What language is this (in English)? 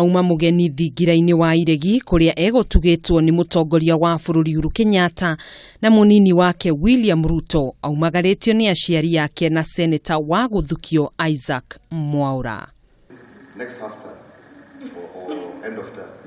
Kikuyu